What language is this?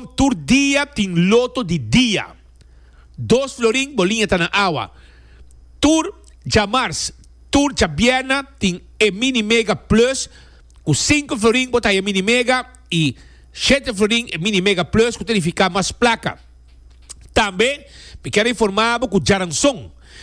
Papiamento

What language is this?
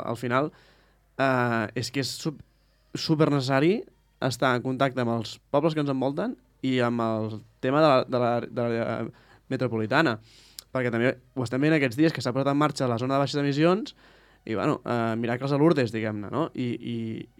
Catalan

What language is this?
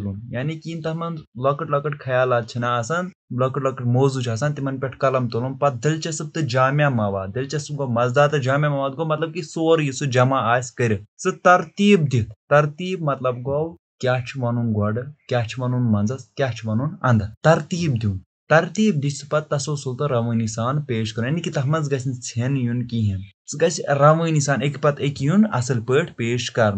Kashmiri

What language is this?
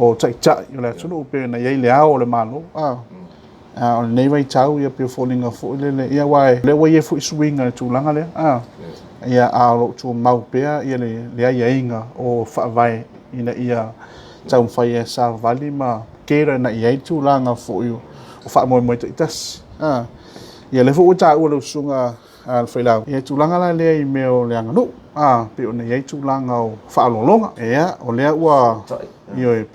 Samoan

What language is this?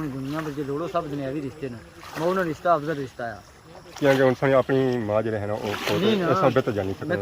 Pahari-Potwari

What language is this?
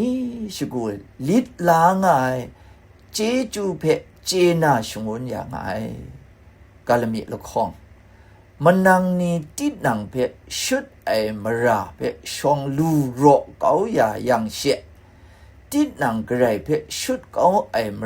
Kachin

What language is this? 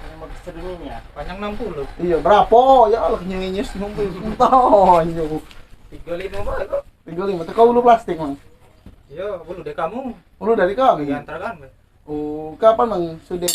Musi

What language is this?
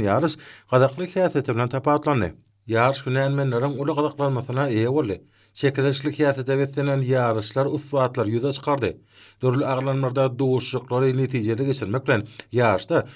Turkmen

